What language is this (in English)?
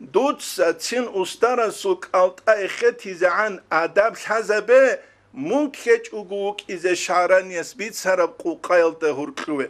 Avaric